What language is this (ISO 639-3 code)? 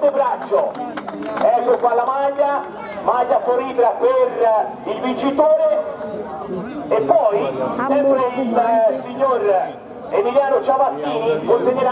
ita